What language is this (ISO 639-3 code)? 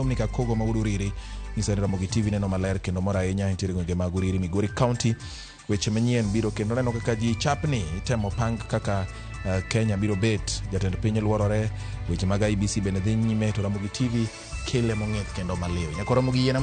luo